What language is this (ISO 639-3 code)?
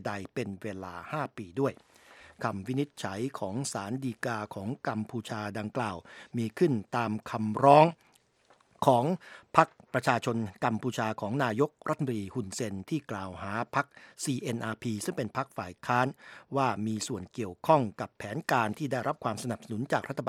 tha